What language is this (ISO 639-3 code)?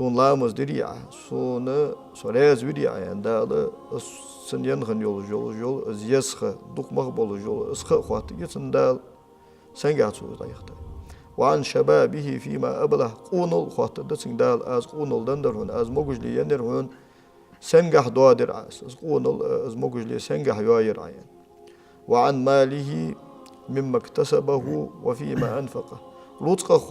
inh